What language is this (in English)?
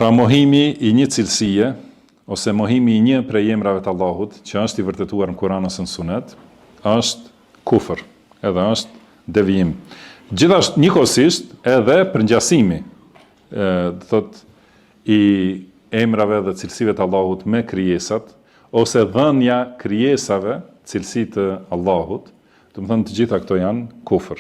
Albanian